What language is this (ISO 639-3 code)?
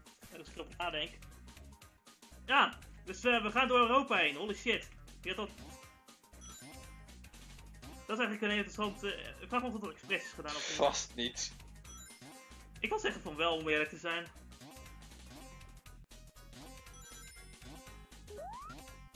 nld